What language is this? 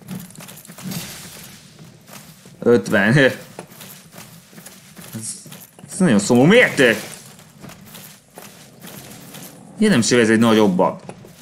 Hungarian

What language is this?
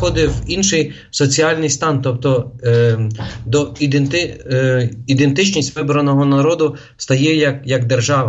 Ukrainian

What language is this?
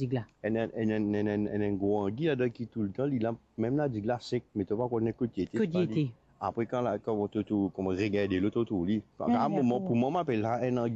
Morisyen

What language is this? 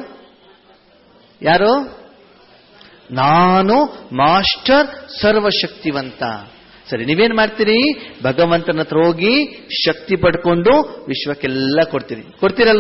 Kannada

